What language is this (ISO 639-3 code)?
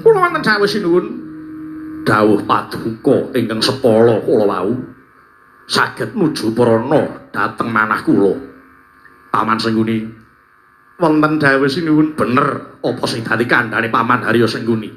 jav